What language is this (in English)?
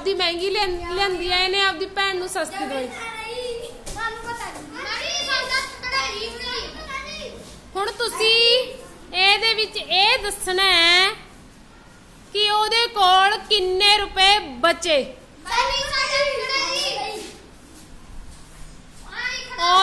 Punjabi